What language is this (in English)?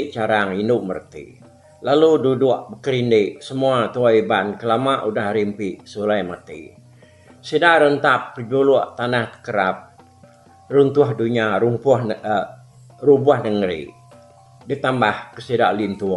Iban